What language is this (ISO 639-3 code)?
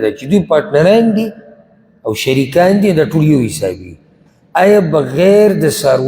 pus